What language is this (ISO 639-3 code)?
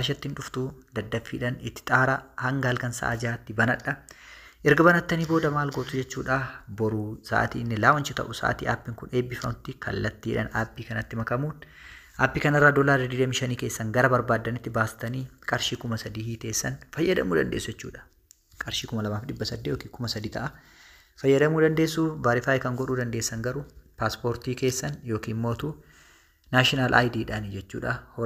orm